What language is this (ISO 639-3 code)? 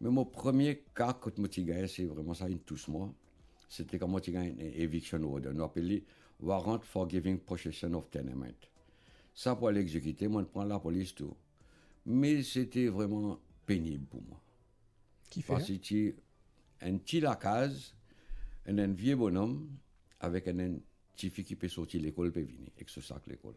mfe